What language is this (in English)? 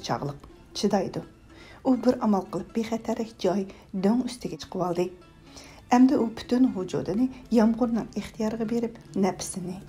Uyghur